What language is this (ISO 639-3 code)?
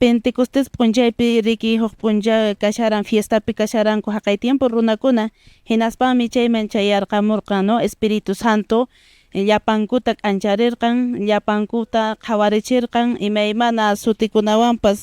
que